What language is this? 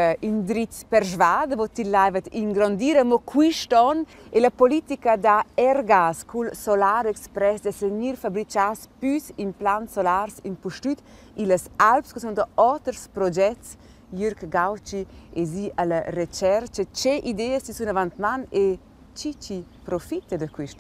Romansh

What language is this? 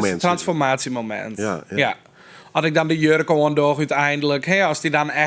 Western Frisian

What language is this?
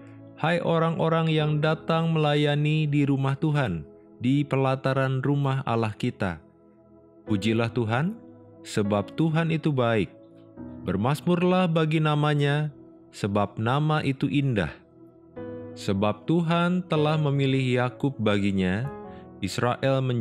Indonesian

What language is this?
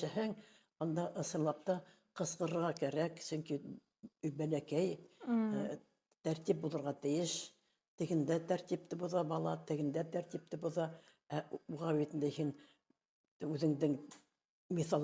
Bashkir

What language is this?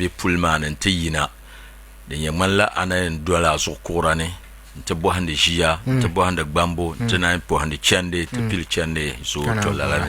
Dagbani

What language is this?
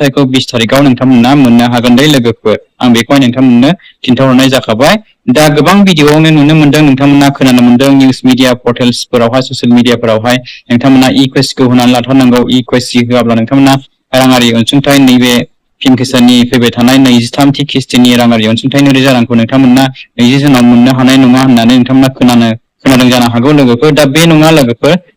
Bodo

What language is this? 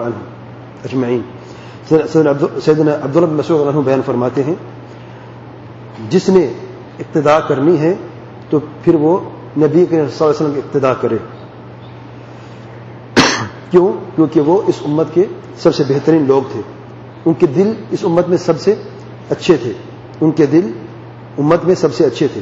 Urdu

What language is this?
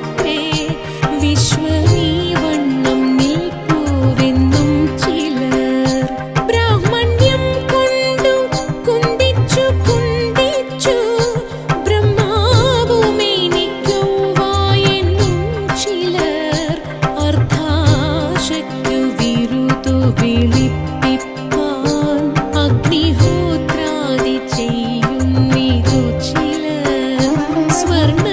Malayalam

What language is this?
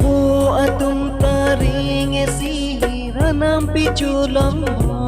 Karbi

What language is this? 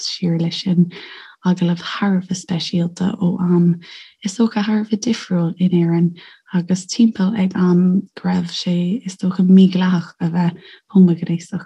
Irish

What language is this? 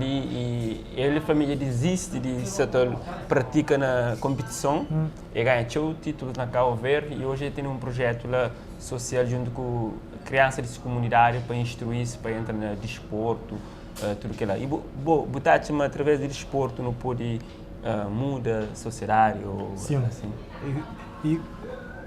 Kabuverdianu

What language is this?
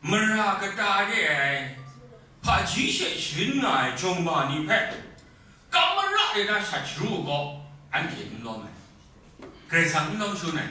Kachin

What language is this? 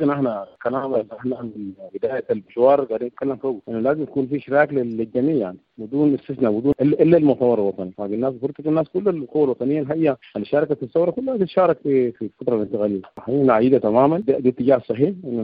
Sudanese Arabic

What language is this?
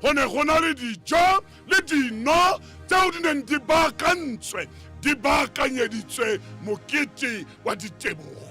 Tswana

